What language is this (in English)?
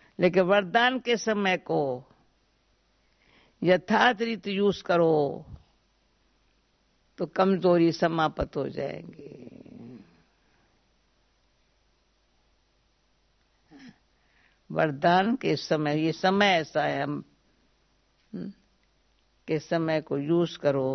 Hindi